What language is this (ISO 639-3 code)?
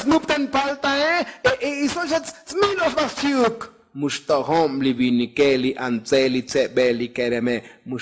tzo